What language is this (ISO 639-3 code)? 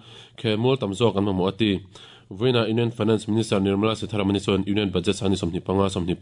lus